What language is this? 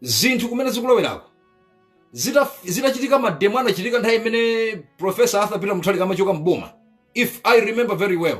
Nyanja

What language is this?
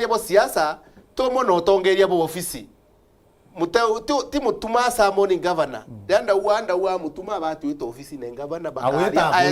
Meru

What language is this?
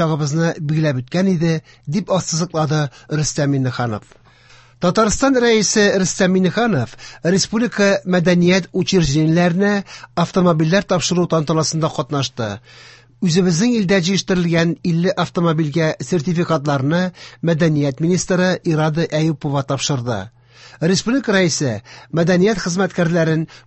Tatar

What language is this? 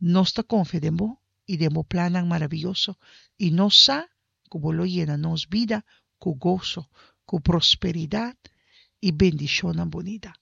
Papiamento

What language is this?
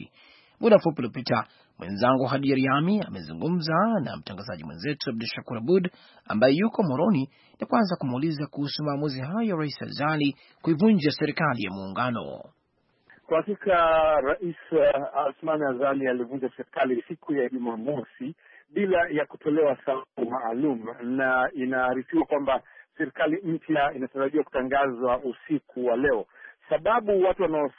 Swahili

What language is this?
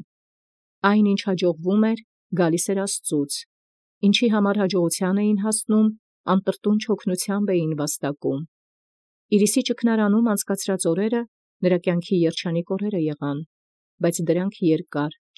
Armenian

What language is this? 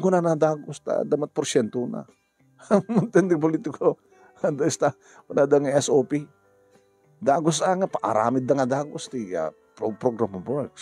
Iloko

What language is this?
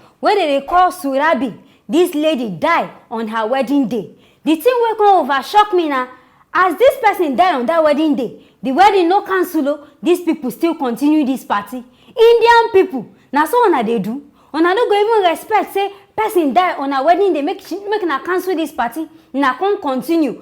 Nigerian Pidgin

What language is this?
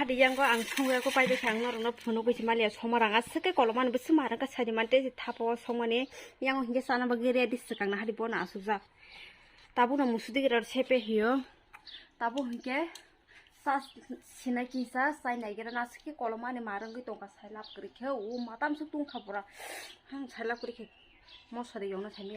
Kok Borok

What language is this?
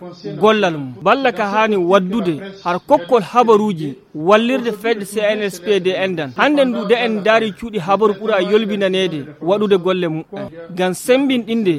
Fula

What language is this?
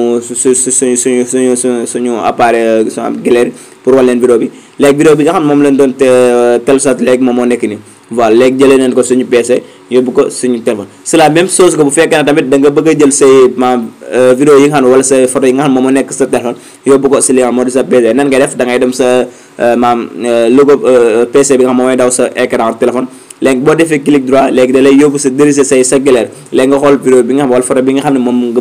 Wolof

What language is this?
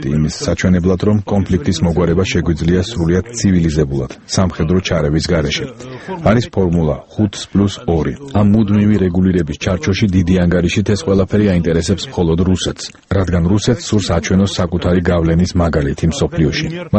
Georgian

